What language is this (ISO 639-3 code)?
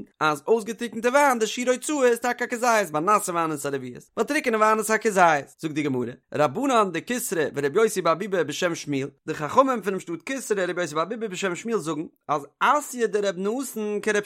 yid